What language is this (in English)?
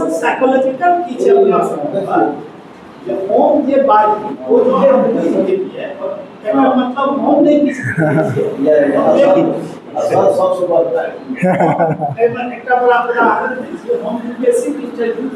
Maithili